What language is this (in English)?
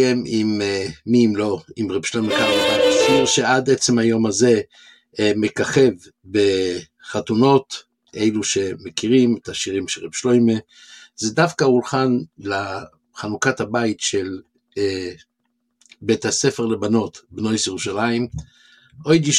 Hebrew